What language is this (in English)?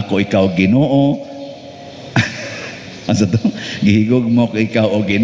Cebuano